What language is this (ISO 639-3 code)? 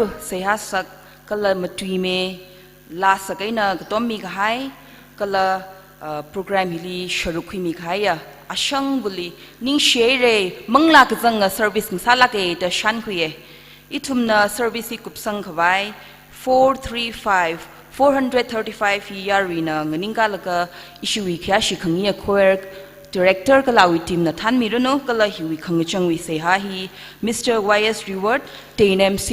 nmf